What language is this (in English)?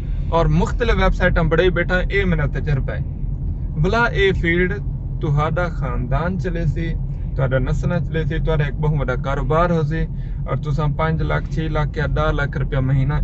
Saraiki